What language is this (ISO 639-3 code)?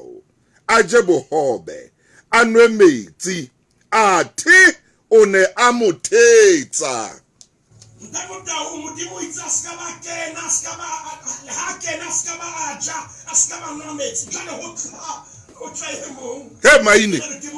sot